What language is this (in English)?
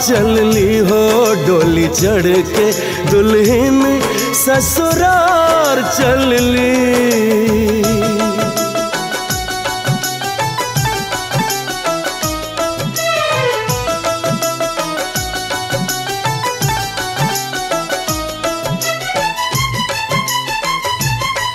Bhojpuri